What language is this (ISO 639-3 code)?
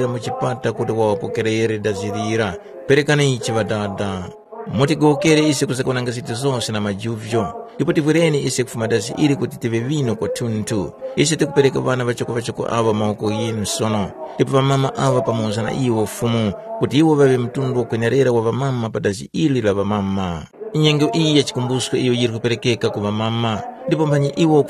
tum